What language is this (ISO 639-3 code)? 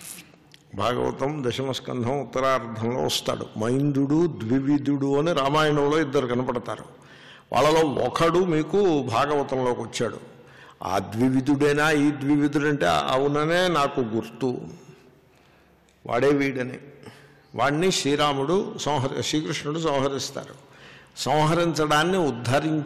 tel